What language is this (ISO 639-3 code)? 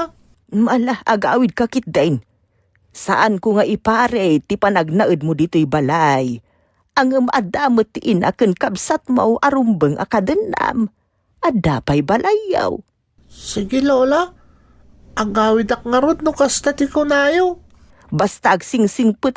ilo